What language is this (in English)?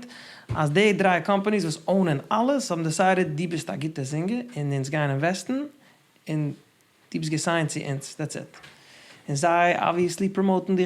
Yiddish